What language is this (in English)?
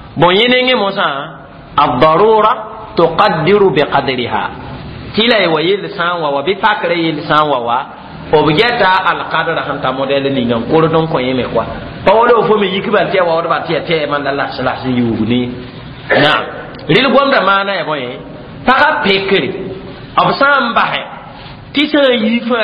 Mossi